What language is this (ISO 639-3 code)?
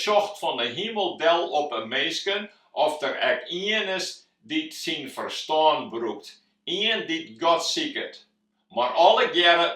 fry